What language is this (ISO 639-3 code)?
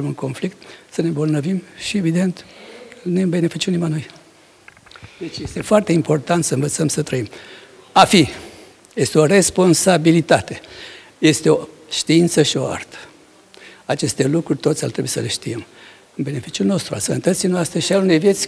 ron